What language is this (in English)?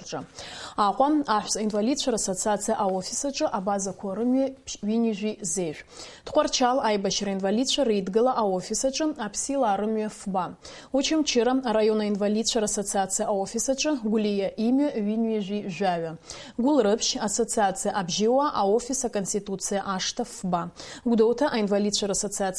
Abkhazian